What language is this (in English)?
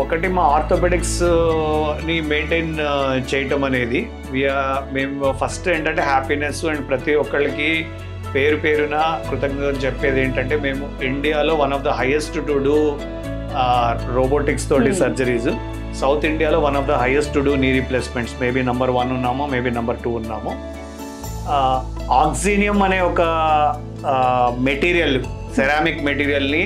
Telugu